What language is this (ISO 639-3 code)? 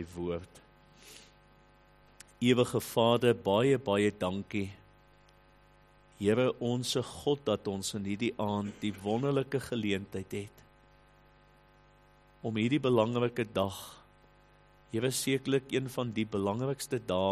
afr